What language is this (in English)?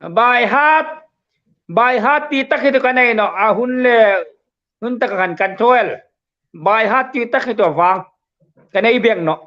Hmar